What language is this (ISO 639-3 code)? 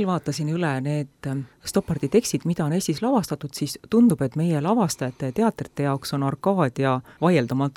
est